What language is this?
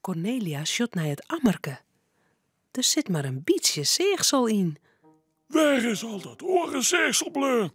Western Frisian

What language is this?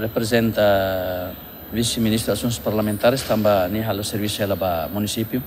Tetum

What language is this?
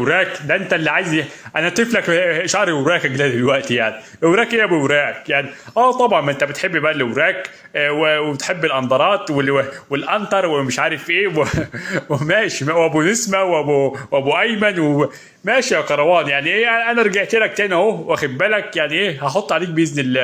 Egyptian Arabic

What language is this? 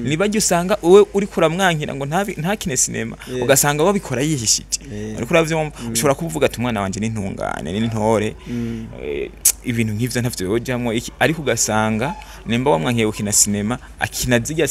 Rundi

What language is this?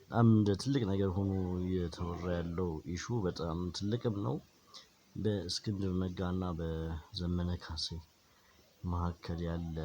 Amharic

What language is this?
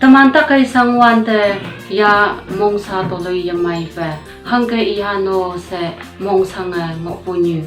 Konyak Naga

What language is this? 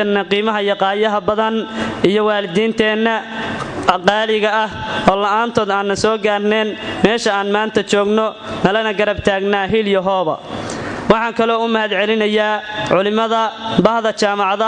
Somali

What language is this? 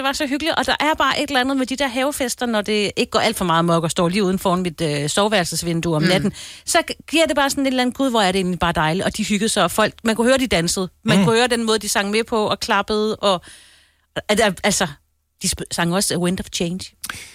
Danish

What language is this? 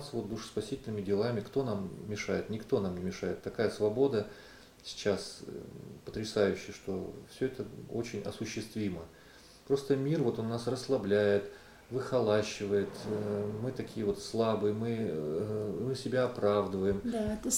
Russian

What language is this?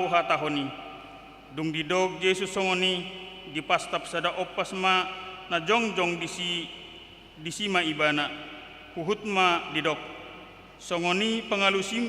Batak Toba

